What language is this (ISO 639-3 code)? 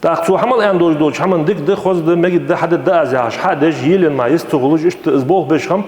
inh